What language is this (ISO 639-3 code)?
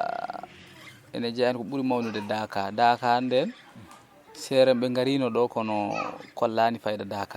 ful